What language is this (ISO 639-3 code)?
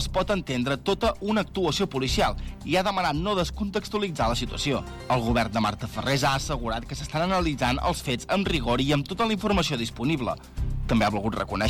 cat